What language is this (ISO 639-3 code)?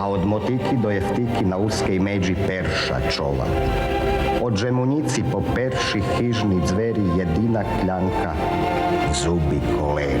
rue